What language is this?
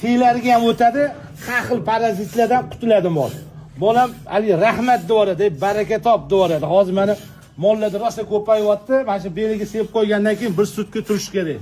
Uzbek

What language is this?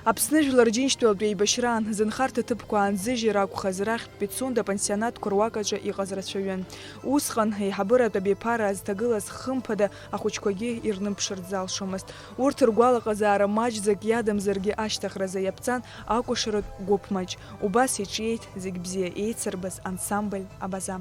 Abkhazian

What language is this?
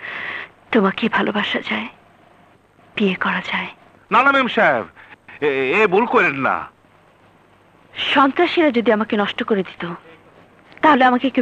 Bangla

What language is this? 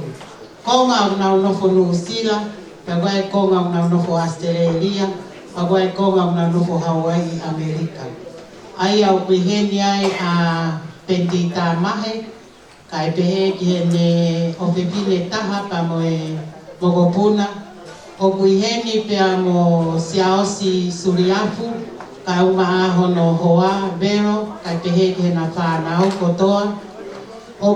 Tongan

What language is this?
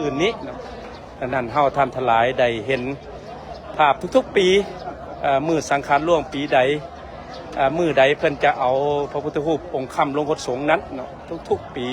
Lao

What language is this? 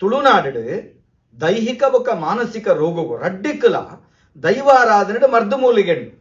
Tulu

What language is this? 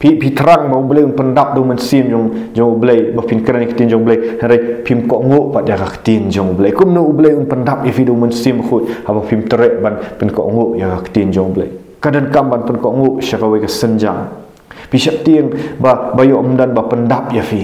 Khasi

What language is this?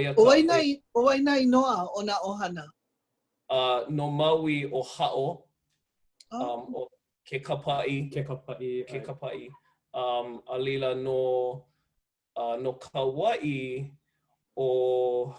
Hawaiian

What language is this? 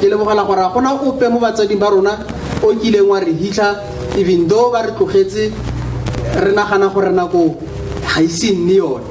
Tswana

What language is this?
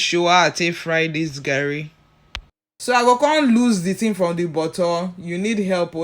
Nigerian Pidgin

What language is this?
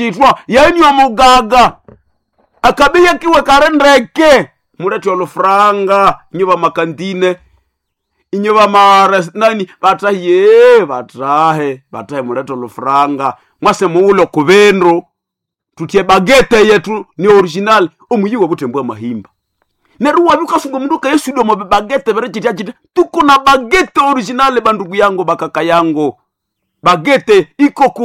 Nande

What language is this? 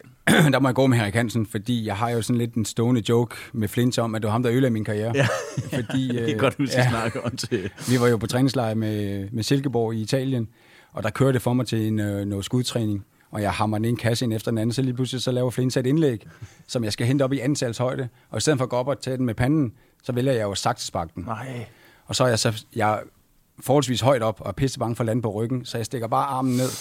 Danish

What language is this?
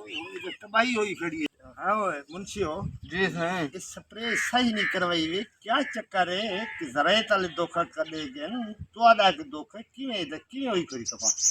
Saraiki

